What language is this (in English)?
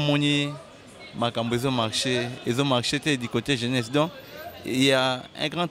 Lingala